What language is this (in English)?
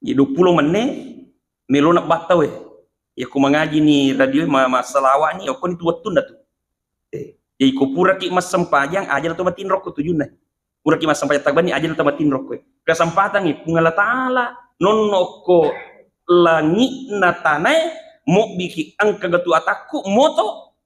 Buginese